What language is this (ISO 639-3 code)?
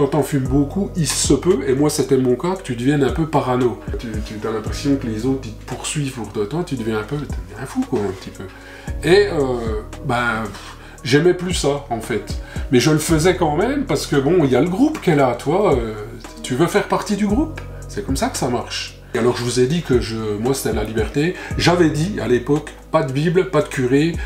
fra